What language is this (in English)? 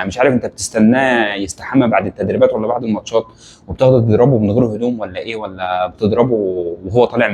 Egyptian Arabic